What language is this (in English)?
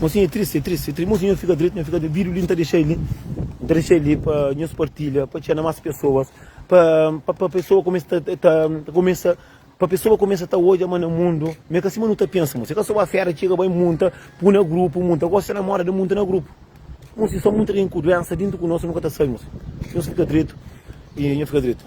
Kabuverdianu